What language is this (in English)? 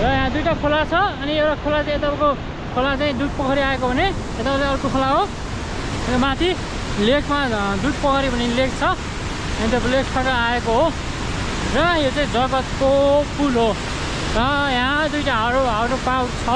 Nepali